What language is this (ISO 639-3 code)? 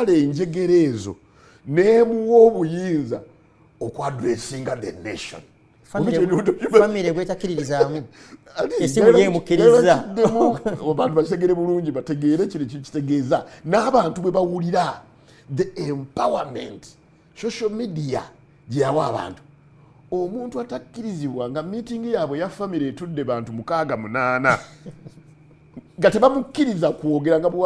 lug